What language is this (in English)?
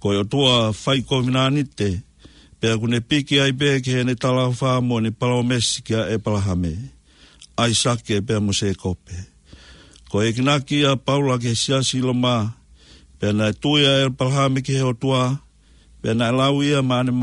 Tongan